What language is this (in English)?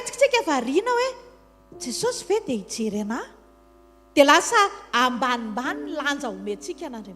Malagasy